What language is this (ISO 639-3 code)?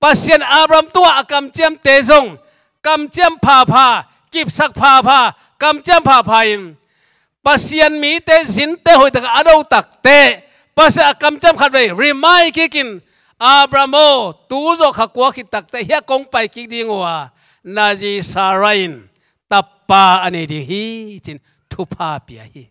ctd